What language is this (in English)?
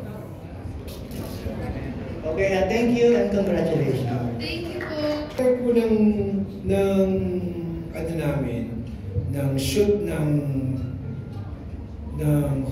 Filipino